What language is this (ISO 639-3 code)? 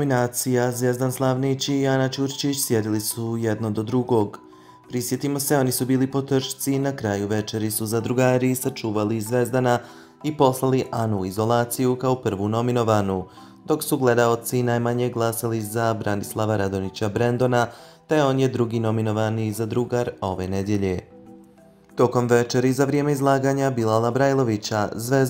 bos